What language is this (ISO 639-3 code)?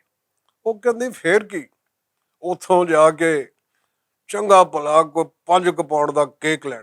lah